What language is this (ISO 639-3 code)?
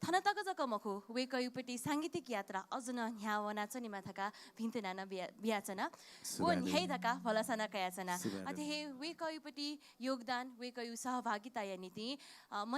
new